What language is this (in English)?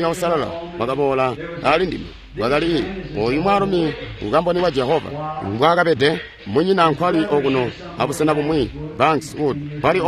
Tonga (Zambia)